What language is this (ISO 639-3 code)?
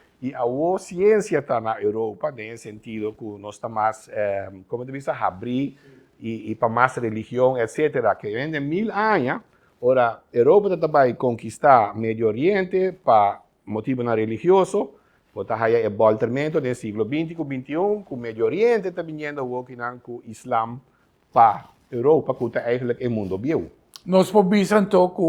pap